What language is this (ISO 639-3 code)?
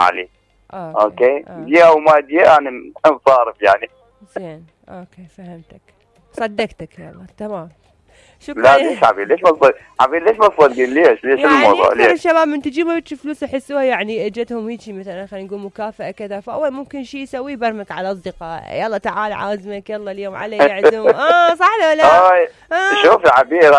acm